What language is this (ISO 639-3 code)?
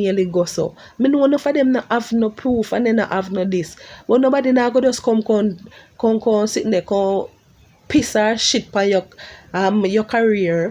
jam